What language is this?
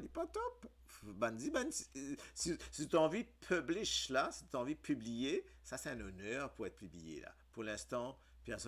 Morisyen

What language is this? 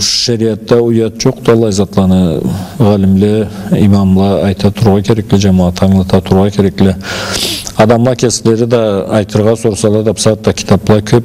Karachay-Balkar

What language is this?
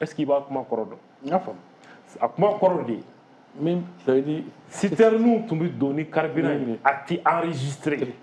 Bambara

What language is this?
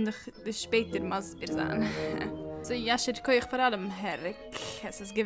Yiddish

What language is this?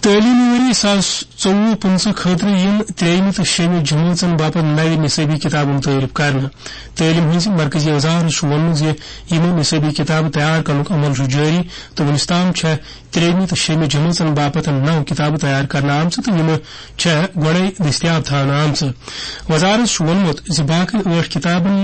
Kashmiri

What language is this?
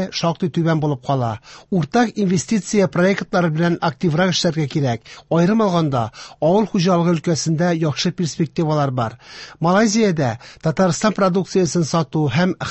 Tatar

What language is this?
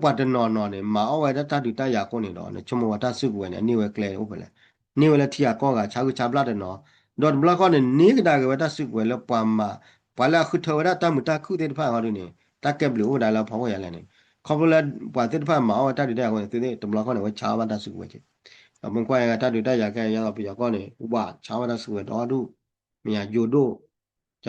S'gaw Karen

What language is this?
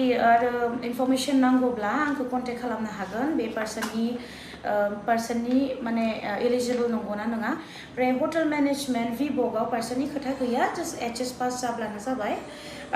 Bodo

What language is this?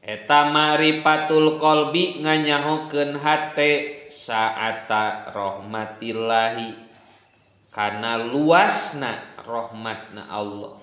Sundanese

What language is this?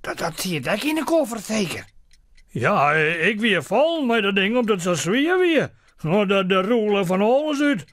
Western Frisian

